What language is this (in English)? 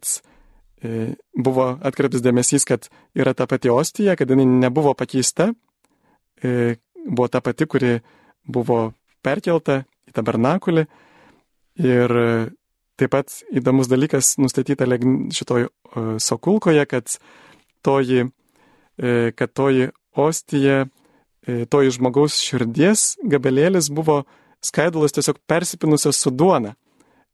Lithuanian